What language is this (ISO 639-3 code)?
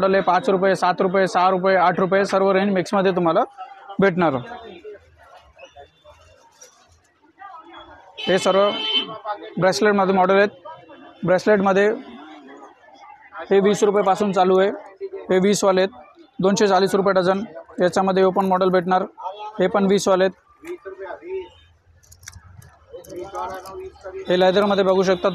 mar